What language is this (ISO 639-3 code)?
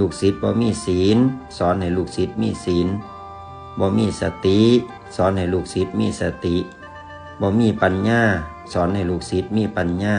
tts